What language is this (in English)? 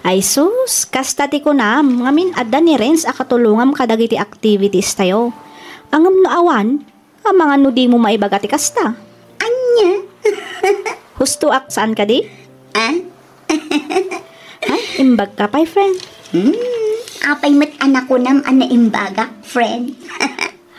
Iloko